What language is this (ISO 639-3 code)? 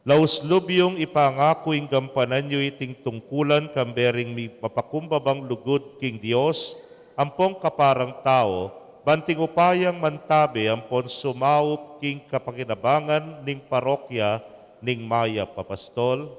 pam